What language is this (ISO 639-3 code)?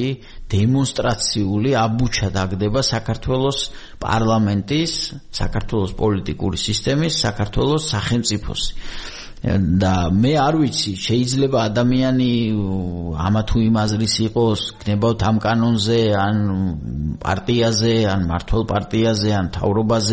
kat